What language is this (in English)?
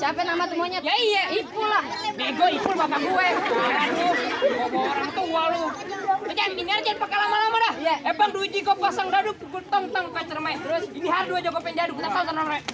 Betawi